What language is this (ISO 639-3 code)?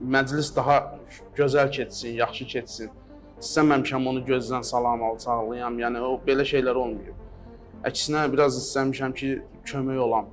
aze